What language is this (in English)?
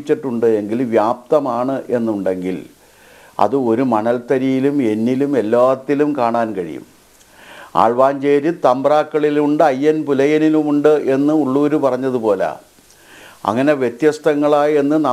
Malayalam